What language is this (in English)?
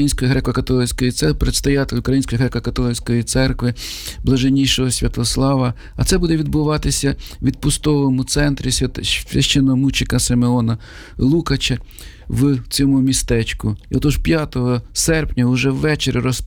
Ukrainian